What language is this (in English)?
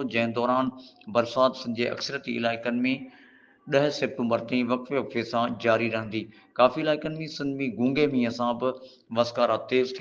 Sindhi